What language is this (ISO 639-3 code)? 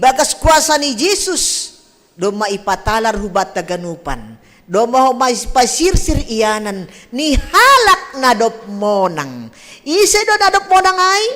bts